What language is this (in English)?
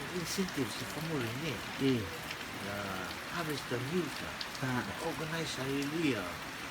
Rotuman